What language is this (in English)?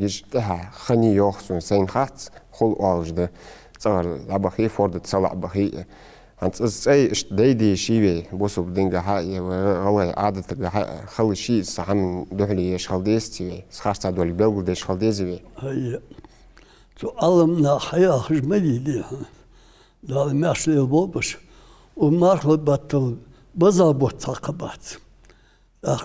Ingush